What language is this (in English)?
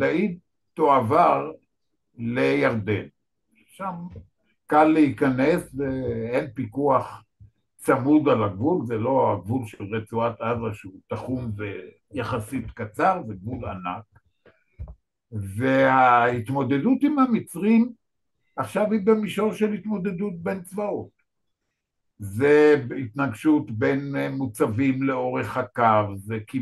Hebrew